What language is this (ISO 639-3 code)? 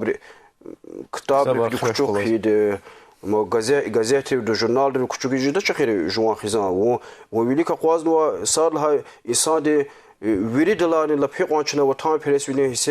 lez